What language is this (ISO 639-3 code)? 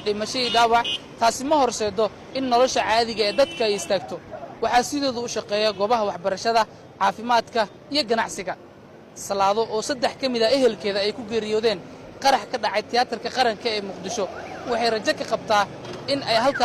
som